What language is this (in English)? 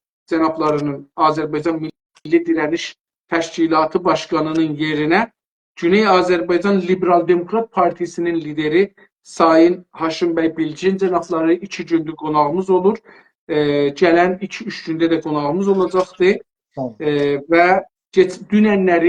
South Azerbaijani